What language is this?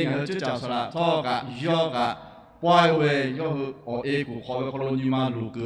Lahu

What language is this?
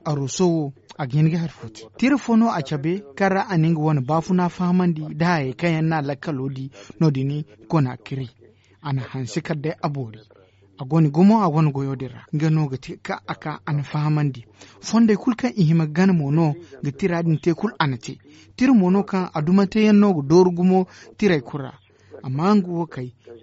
Zarma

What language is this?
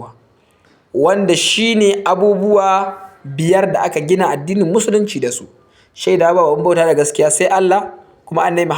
Hausa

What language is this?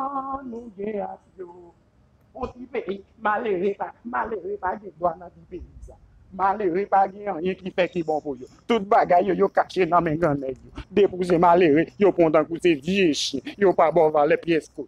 Haitian Creole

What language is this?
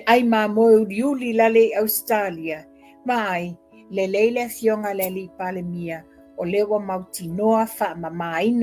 Samoan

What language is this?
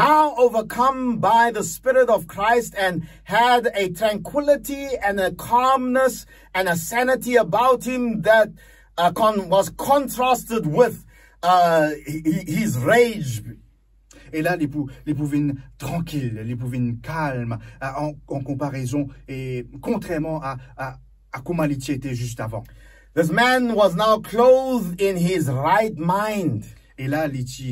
Morisyen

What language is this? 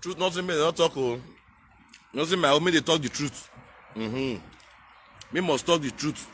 Nigerian Pidgin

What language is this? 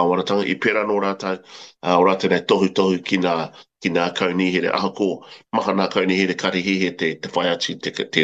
Māori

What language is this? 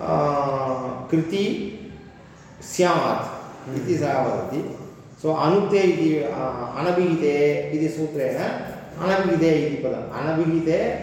Sanskrit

